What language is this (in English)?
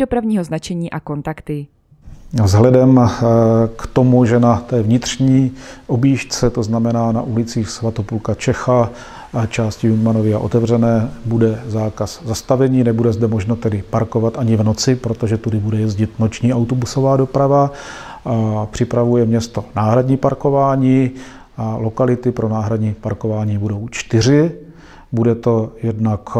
Czech